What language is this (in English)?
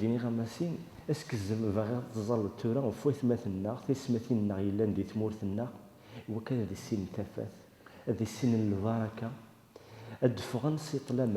Kabyle